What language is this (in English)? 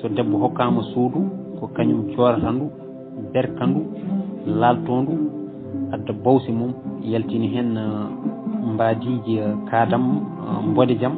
Fula